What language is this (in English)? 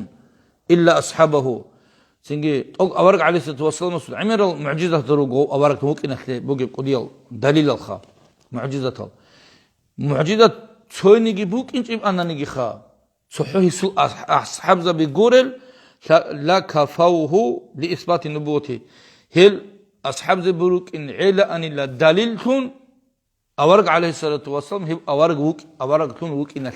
Avaric